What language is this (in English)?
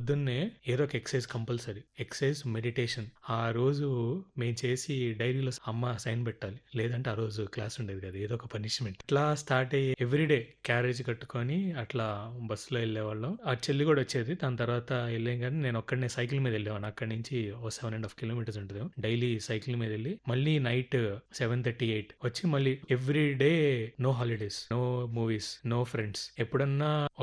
Telugu